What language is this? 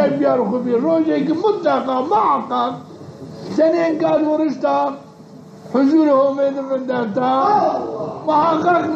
Zaza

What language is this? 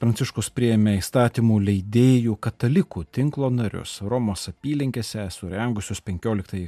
Lithuanian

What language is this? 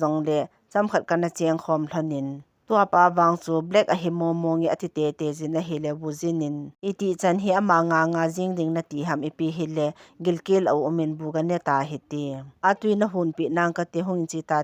Thado Chin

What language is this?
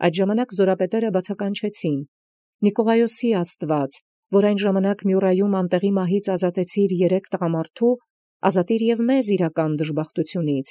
Armenian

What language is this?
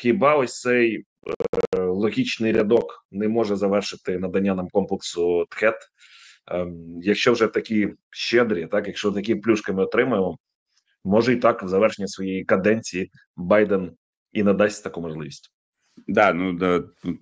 Ukrainian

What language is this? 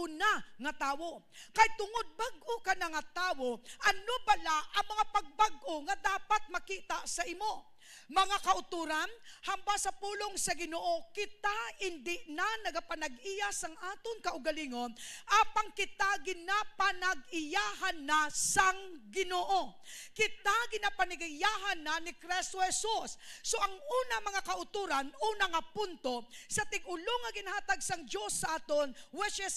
Hiligaynon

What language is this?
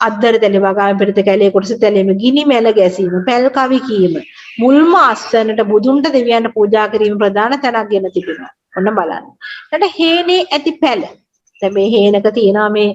Sinhala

